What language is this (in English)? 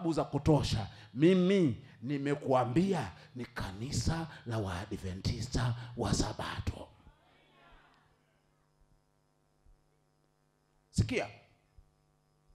Swahili